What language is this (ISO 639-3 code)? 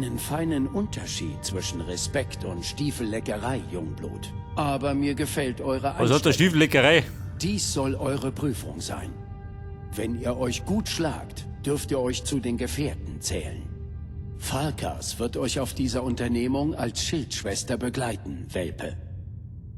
bar